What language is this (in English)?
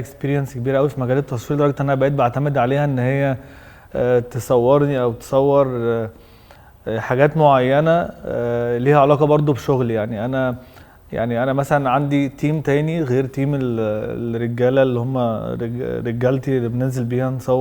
Egyptian Arabic